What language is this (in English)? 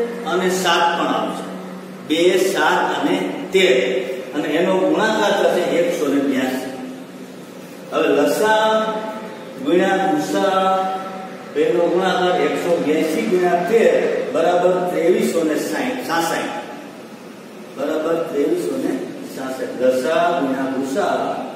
Gujarati